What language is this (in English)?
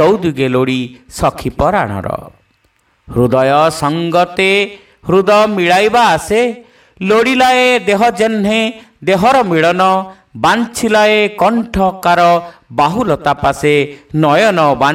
Odia